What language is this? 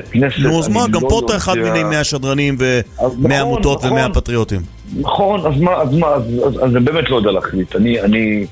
Hebrew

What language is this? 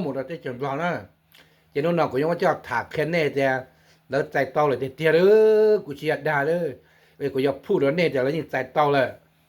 Hmong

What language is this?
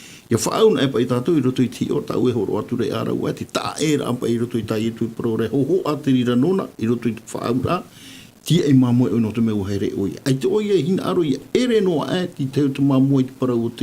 Tahitian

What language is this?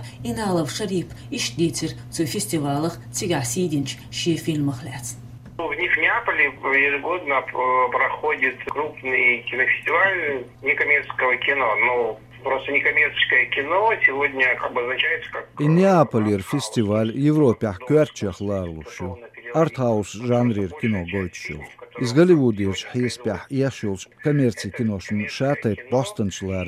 Chechen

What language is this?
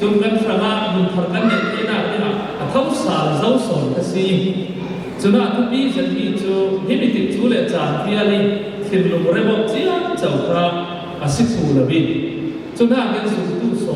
Falam Chin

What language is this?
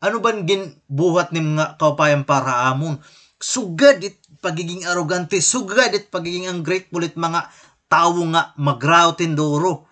Waray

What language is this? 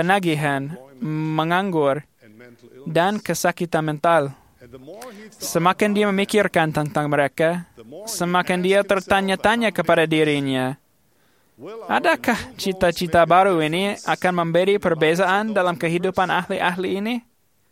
Malay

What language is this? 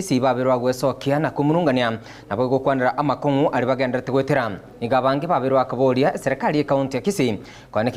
Gusii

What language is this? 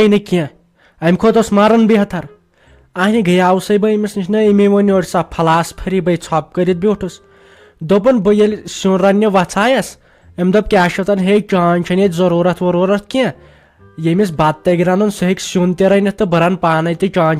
Kashmiri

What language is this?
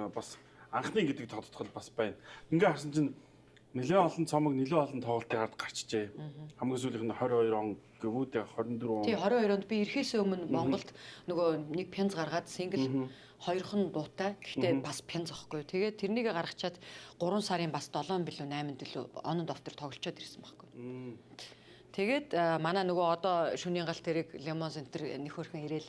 Mongolian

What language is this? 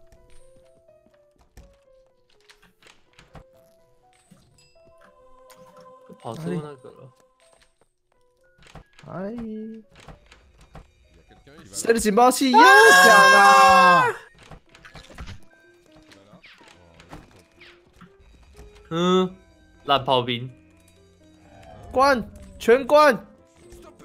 Chinese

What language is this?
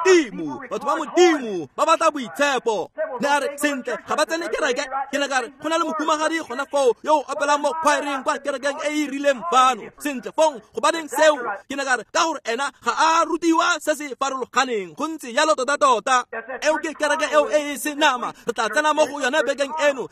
Tswana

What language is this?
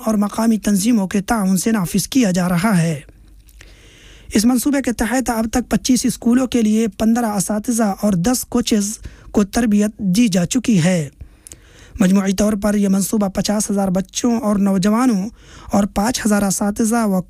Urdu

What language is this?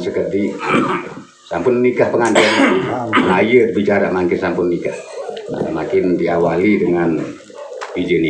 Sasak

